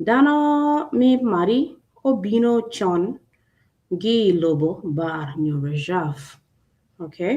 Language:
Acoli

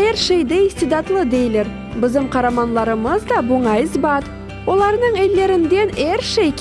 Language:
Crimean Tatar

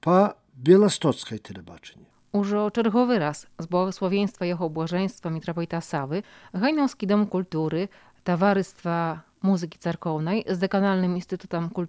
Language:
Belarusian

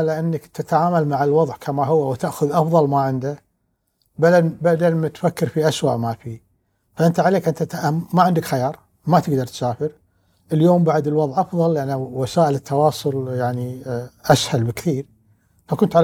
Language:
Gulf Arabic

